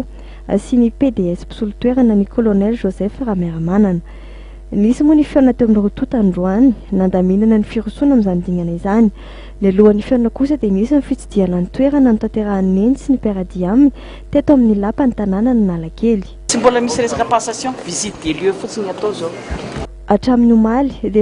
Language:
Malagasy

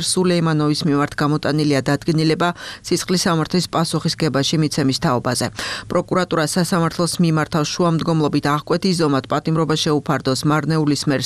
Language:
Georgian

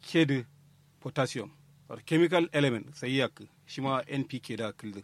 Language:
Kanuri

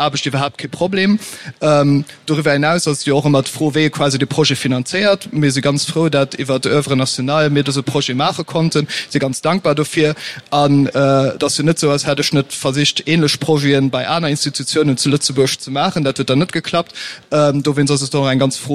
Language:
Luxembourgish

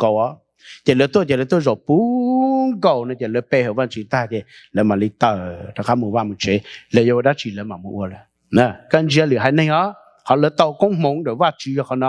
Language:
Hmong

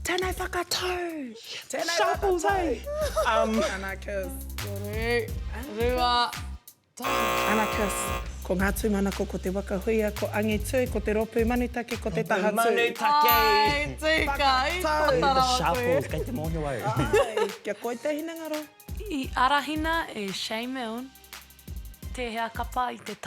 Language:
Māori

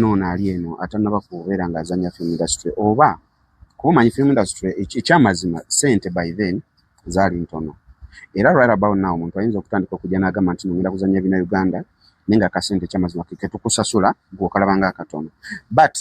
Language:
Ganda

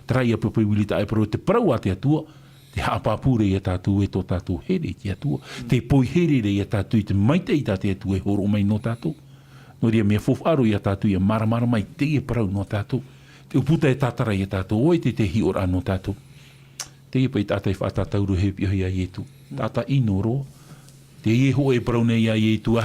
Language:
Tahitian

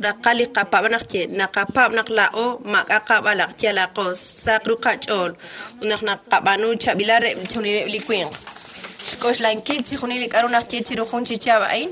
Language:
Kekchí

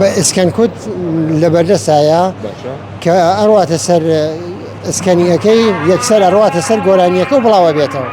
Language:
Central Kurdish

